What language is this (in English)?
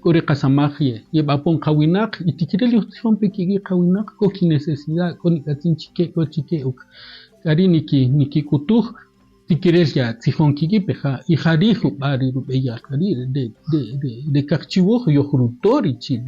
Kaqchikel